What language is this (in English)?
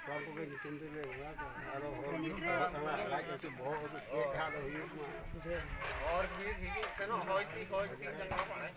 Santali